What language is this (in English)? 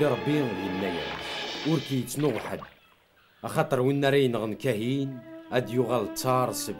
Kabyle